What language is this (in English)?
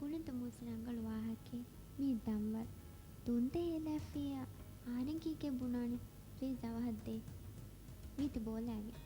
Divehi